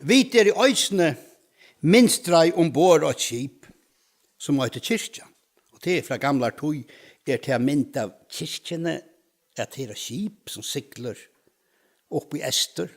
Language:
Faroese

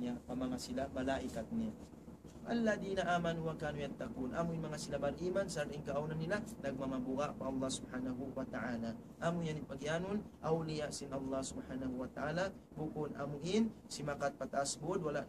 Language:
Tausug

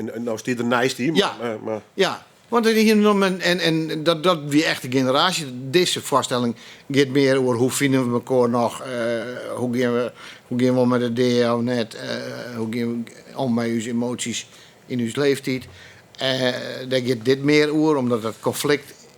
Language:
Western Frisian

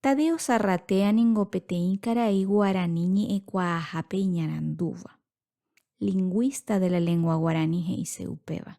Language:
Guarani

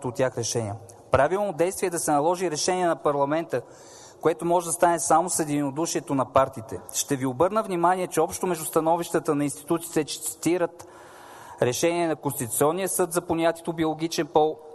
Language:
Bulgarian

